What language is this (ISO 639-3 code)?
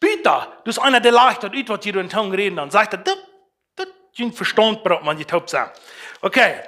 pdt